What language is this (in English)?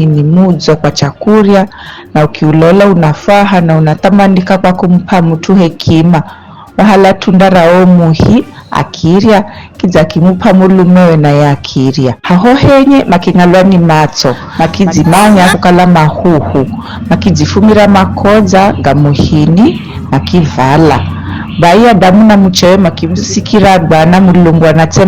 Giryama